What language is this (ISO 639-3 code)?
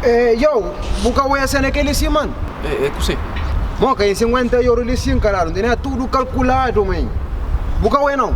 kea